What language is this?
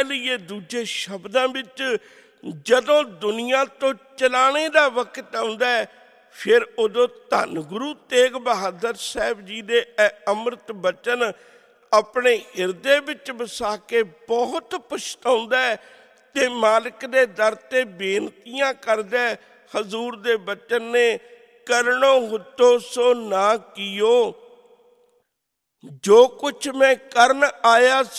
Punjabi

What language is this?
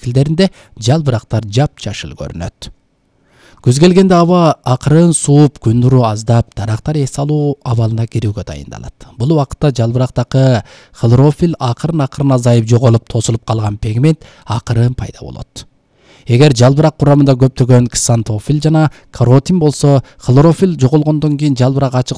Kyrgyz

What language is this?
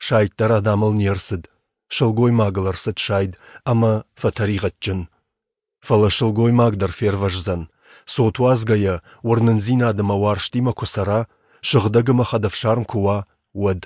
Ossetic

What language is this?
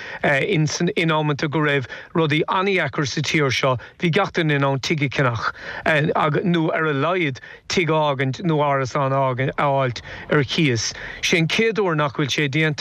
Irish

